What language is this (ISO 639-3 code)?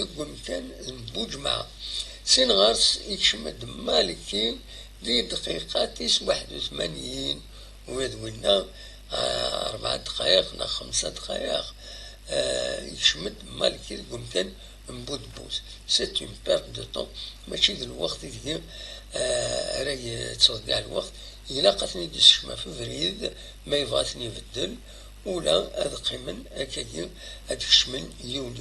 kab